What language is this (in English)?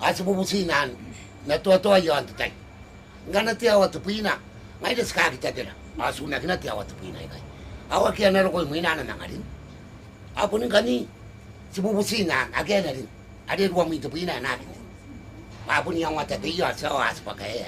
Gilbertese